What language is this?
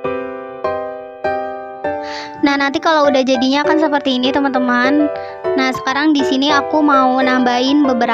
Indonesian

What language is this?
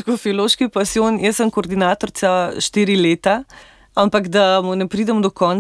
Slovenian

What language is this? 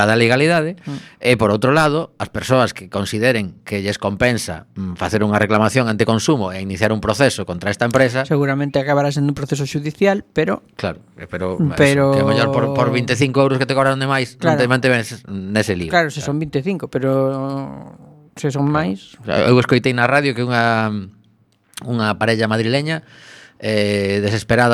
Galician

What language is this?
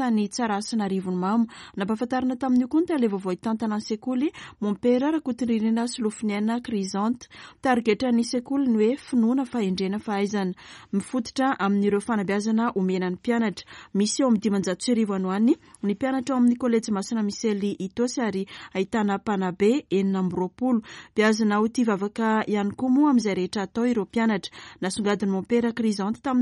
Malagasy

